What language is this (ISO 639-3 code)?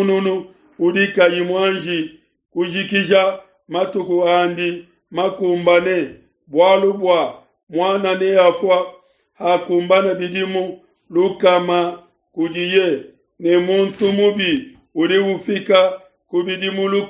lua